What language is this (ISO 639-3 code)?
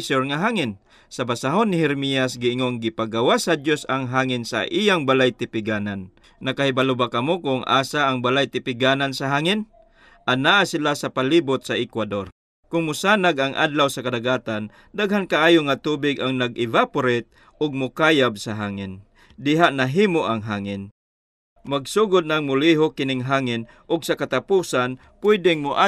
ceb